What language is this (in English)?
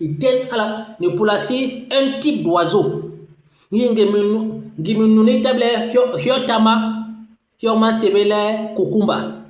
Basaa